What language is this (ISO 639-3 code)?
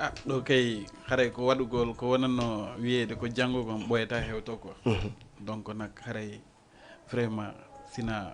ful